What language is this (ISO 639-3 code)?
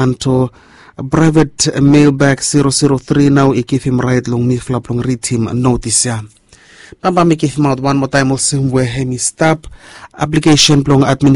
bis